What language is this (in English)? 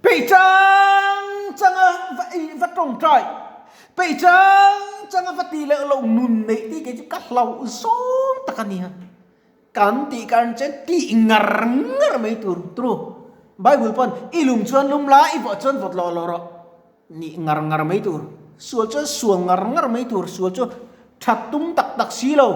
Mizo